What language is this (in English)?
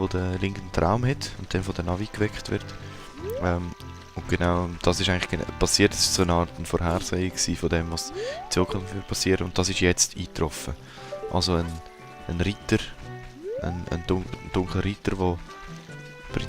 Swiss German